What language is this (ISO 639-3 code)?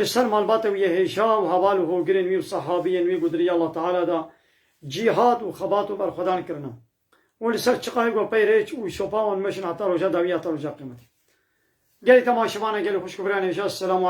kur